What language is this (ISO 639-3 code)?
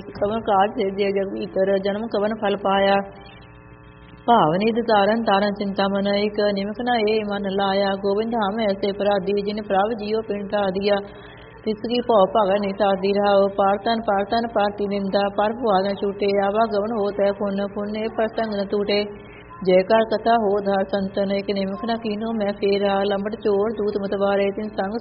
pan